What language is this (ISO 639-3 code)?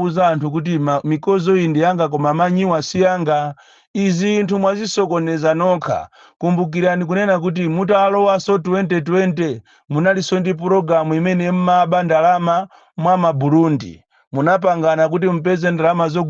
nya